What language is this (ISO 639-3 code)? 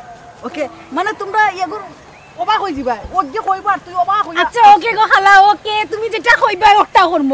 syl